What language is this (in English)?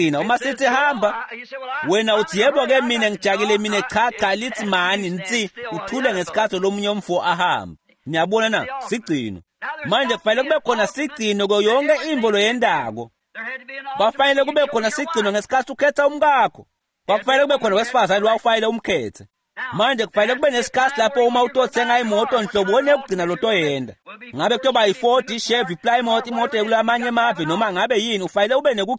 Swati